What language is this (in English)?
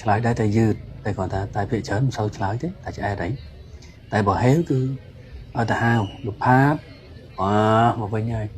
Khmer